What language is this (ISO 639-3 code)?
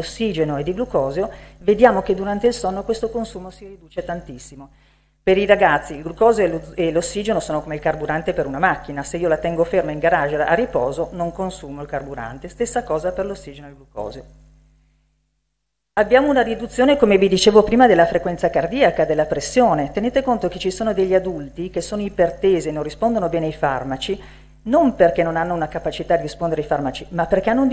ita